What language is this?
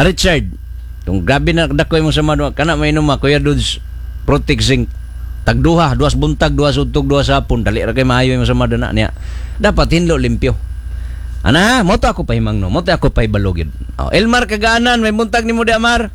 Cebuano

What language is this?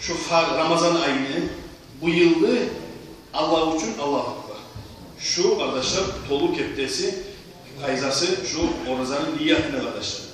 Kumyk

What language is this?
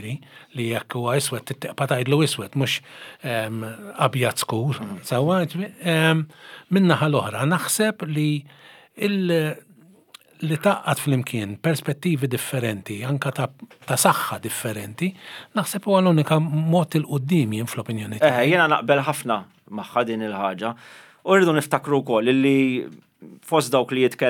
Maltese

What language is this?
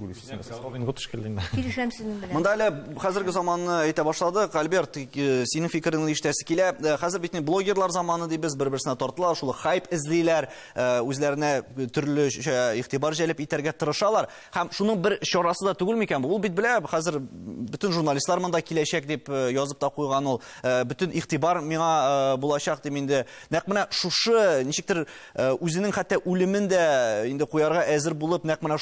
Tatar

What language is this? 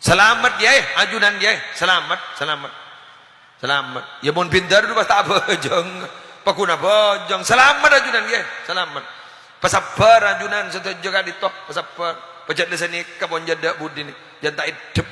Madurese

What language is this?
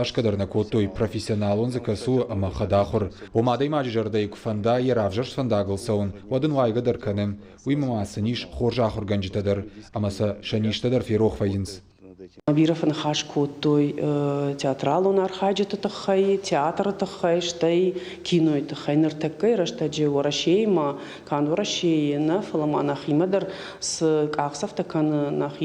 Ossetic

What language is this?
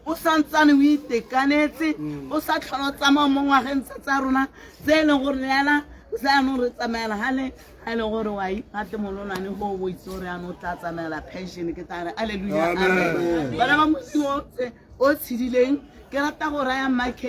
Tswana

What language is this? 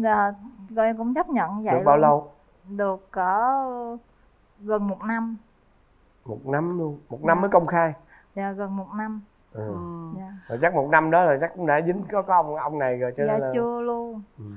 Vietnamese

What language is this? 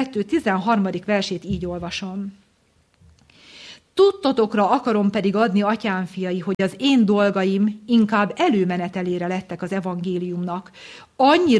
Hungarian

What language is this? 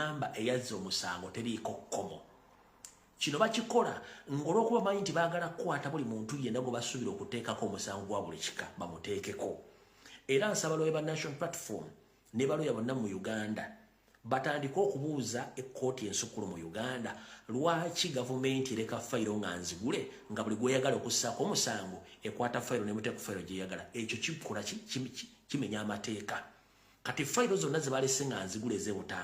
Ganda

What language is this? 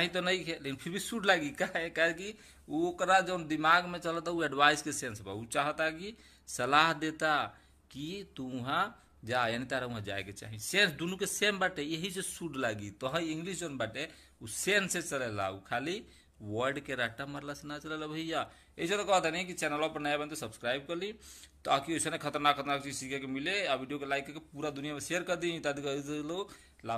Bhojpuri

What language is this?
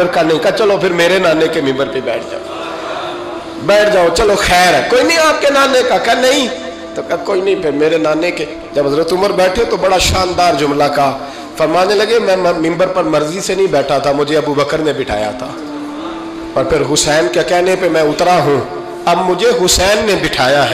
Urdu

